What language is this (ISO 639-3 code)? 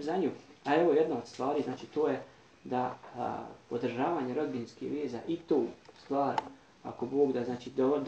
bos